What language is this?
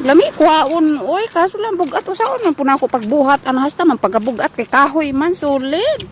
Cebuano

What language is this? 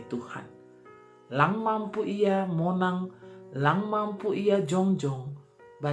Batak Simalungun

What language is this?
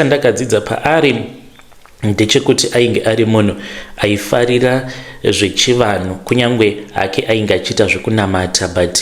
Shona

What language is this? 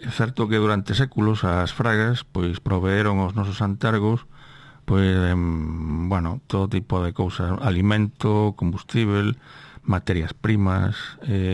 Galician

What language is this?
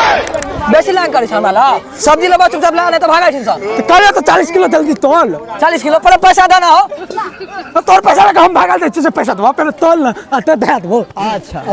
Maithili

